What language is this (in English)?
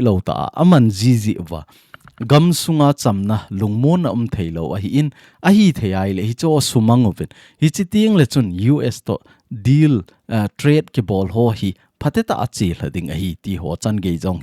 Thado Chin